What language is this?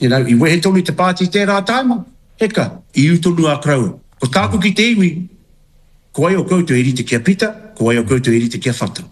Māori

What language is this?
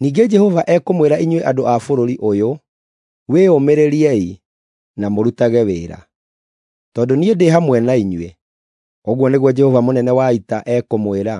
Kikuyu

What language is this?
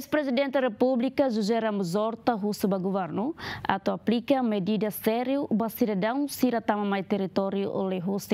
Tetum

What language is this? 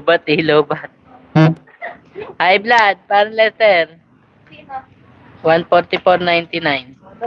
Filipino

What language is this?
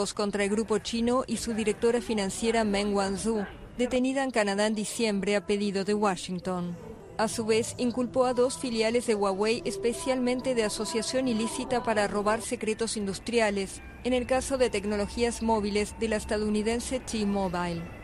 Spanish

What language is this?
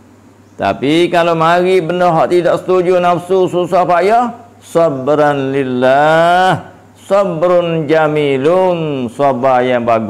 Malay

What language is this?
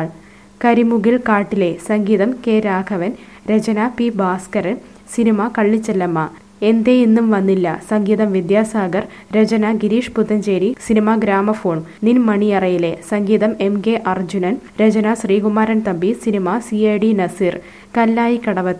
Malayalam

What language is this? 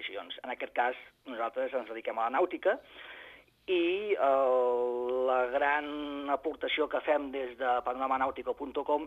Catalan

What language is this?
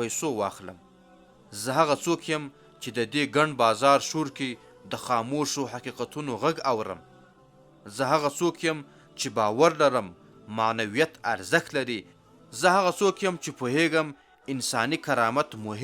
Pashto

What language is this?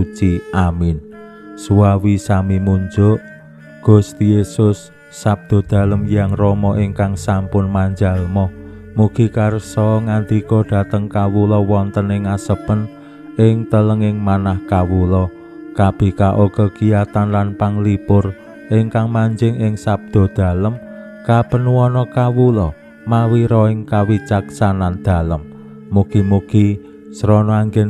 Javanese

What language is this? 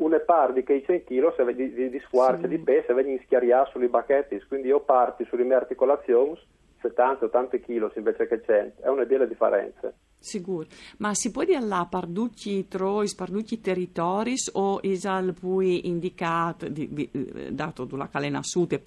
Friulian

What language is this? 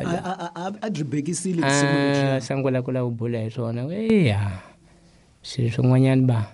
Tsonga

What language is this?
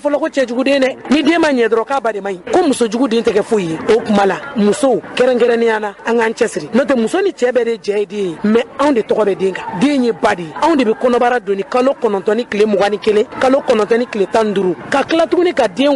Bambara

